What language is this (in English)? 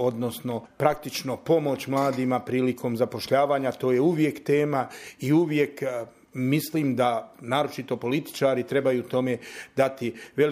Bosnian